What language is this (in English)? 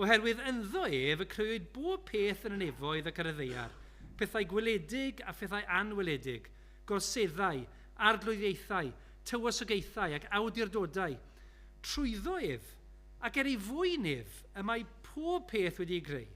Welsh